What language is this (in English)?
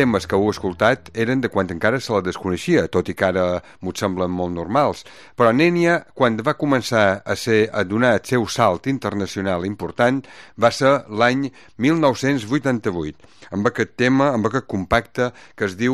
Catalan